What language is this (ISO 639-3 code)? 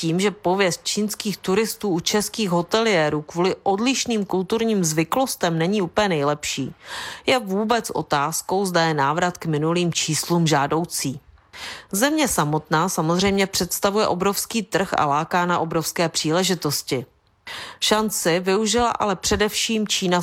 ces